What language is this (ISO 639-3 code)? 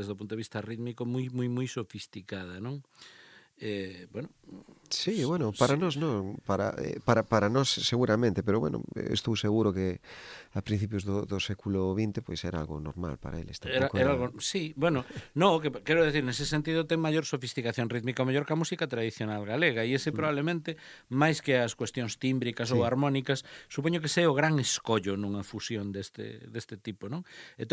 glg